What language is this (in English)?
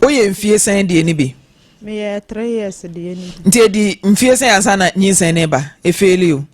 Akan